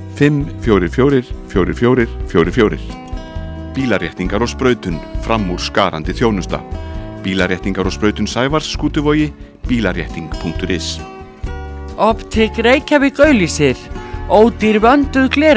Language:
Icelandic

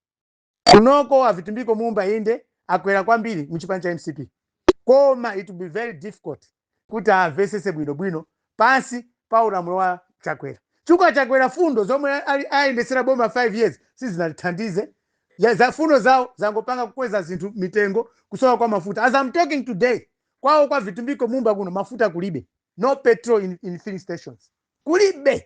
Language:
Nyanja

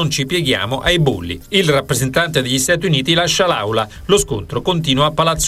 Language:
Italian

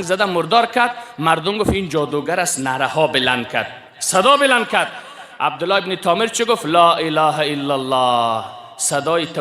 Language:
Persian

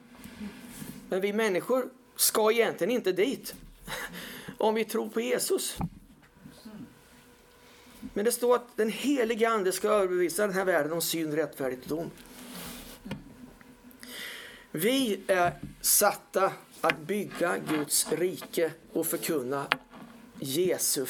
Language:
Swedish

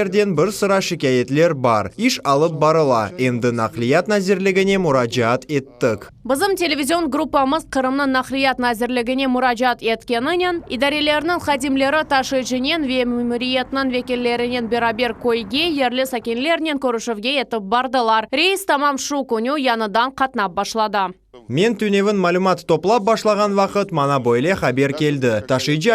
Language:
Crimean Tatar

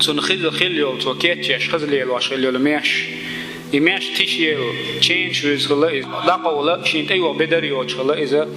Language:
Chechen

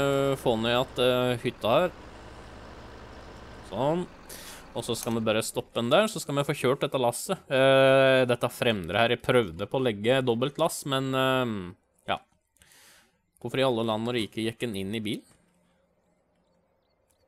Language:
Norwegian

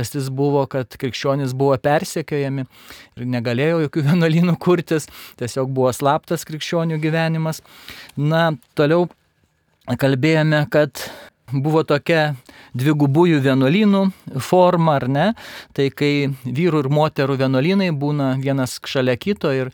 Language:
Lithuanian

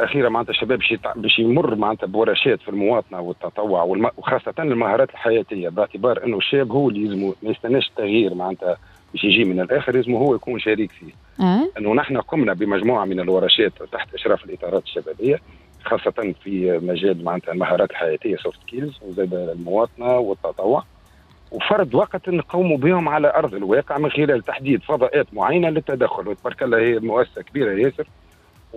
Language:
Tunisian Arabic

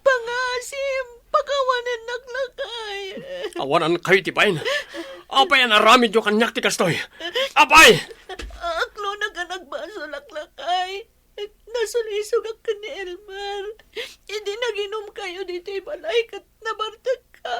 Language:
Iloko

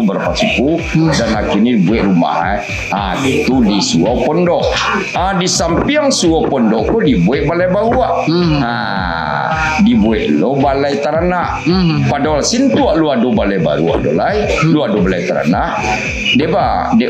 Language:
Minangkabau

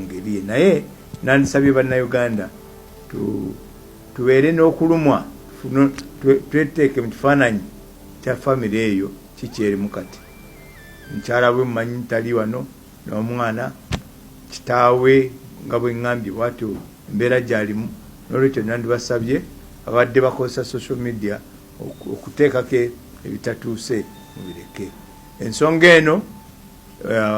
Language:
Ganda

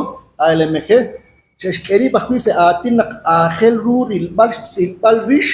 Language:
Kekchí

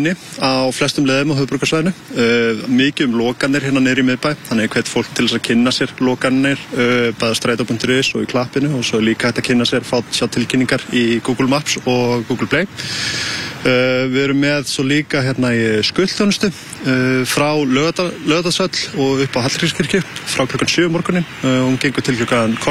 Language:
Icelandic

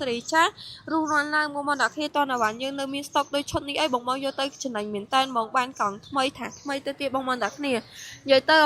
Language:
Khmer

